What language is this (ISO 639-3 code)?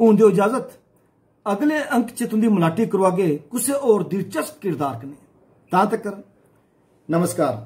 doi